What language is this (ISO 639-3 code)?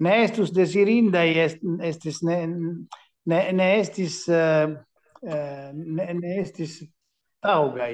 epo